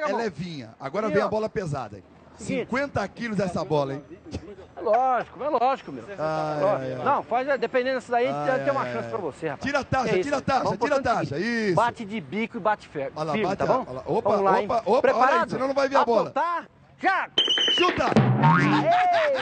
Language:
Portuguese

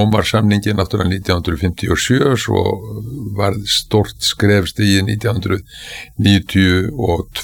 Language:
Icelandic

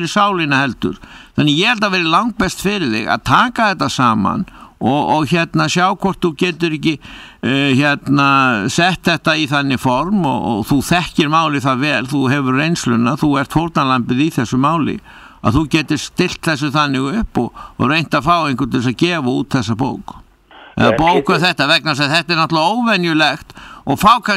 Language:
Icelandic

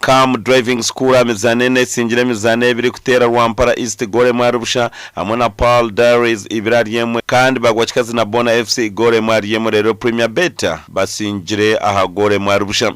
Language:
Nyankole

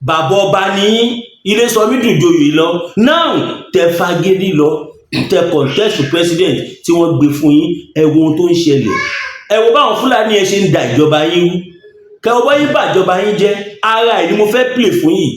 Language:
Yoruba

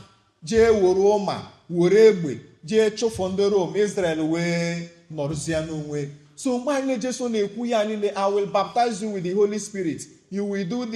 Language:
Igbo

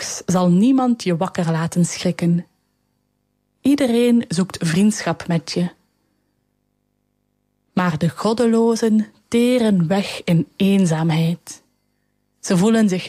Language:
Dutch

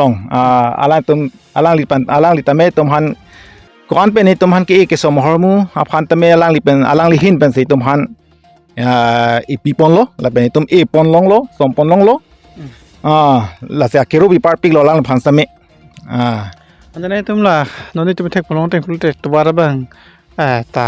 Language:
Karbi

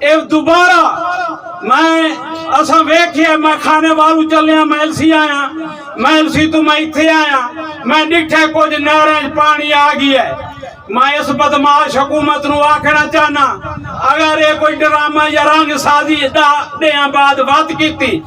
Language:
Saraiki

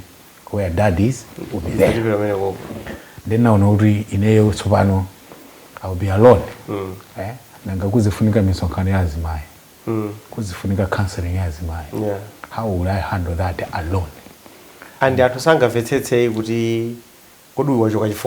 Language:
Nyanja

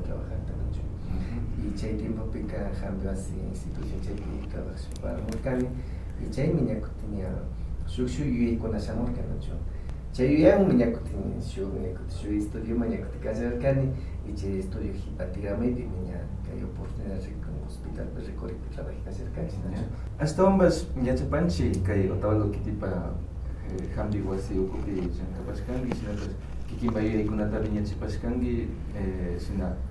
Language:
Imbabura Highland Quichua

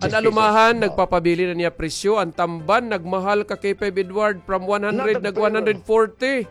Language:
Waray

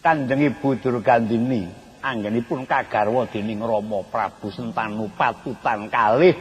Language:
Javanese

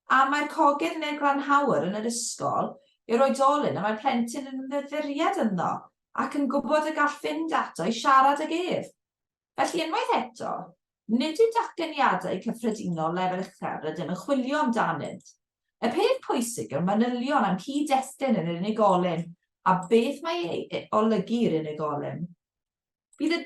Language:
Welsh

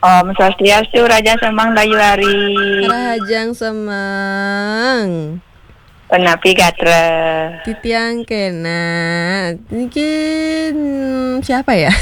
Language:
Balinese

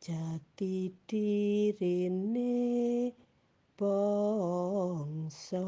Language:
Javanese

